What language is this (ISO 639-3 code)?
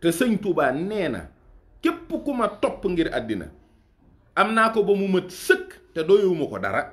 wol